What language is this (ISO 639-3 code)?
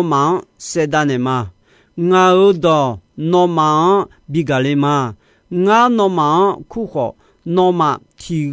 ahk